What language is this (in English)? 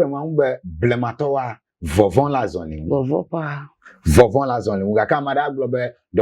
Ewe